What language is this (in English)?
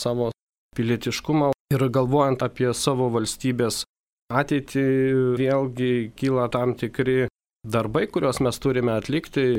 Lithuanian